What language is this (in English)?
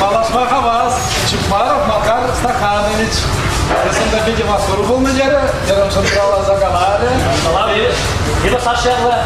Chuvash